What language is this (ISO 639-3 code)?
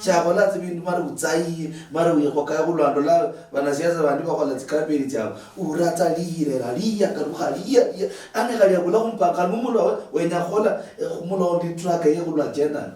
luy